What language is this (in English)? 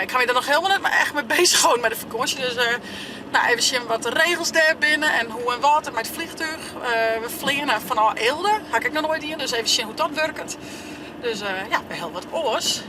Western Frisian